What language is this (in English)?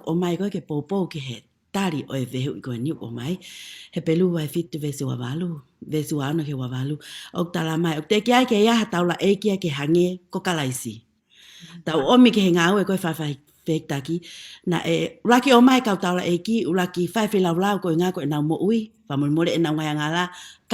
Tongan